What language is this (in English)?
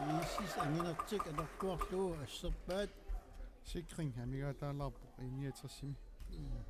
Kalaallisut